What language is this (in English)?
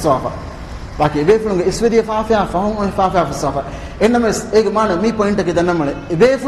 Divehi